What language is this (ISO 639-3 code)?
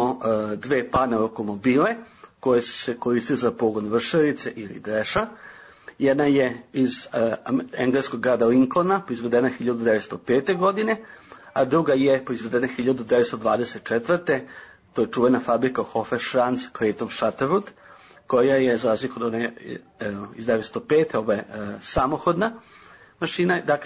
srp